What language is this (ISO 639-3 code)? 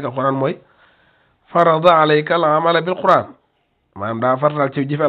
wol